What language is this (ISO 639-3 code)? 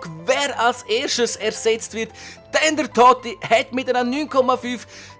gsw